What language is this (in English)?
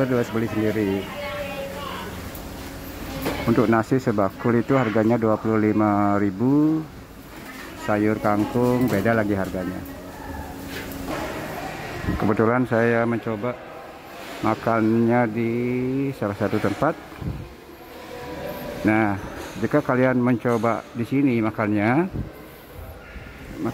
Indonesian